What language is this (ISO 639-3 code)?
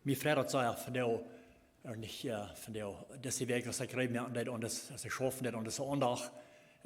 pdt